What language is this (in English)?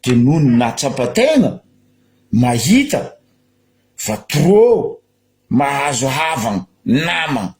Malagasy